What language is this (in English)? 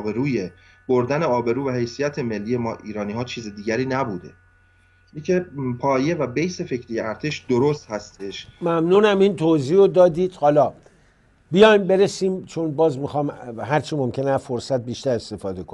Persian